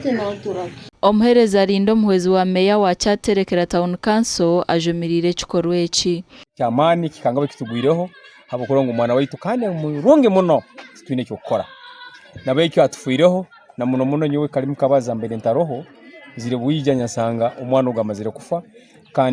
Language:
Nyankole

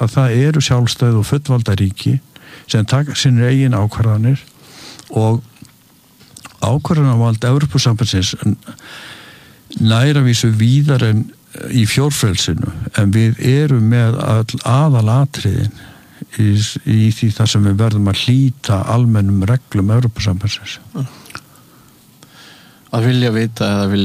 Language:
Icelandic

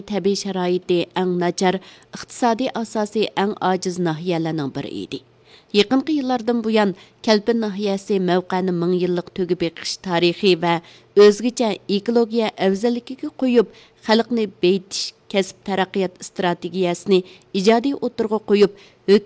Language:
Uyghur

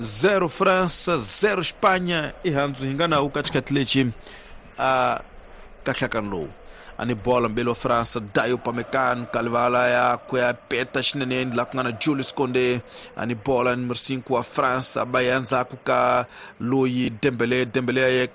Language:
Tsonga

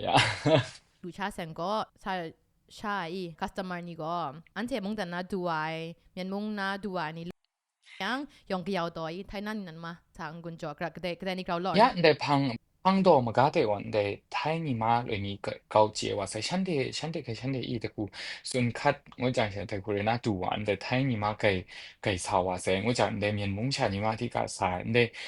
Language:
Kachin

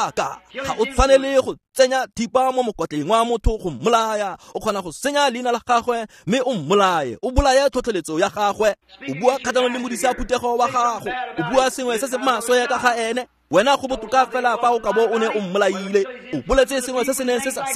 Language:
Tswana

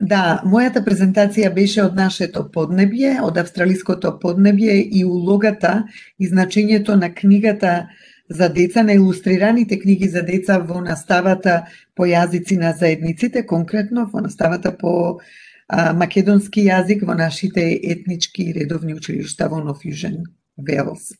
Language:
Macedonian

